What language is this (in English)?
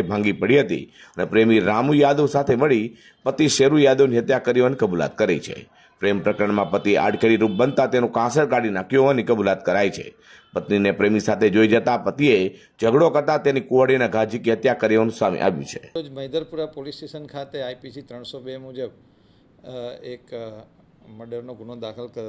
Gujarati